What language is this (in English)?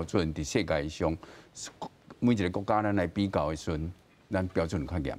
Min Nan Chinese